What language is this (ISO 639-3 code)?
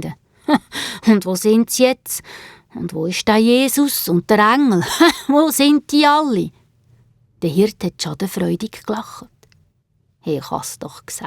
gsw